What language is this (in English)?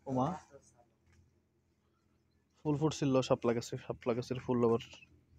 Bangla